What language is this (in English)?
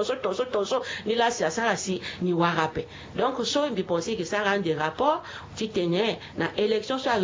Sango